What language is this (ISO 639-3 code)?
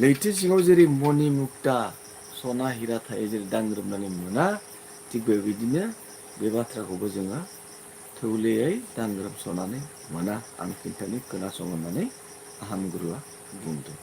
brx